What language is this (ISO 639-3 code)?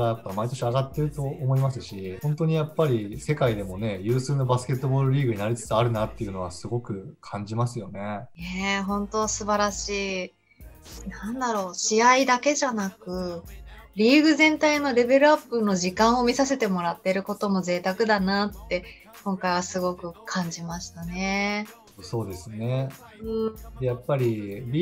jpn